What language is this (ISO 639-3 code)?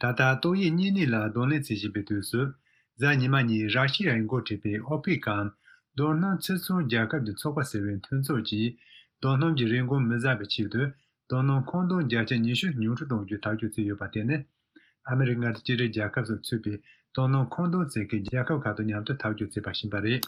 bod